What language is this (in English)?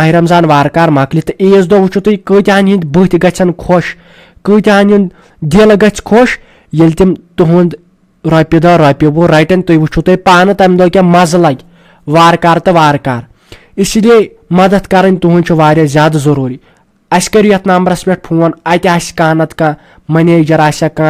Kashmiri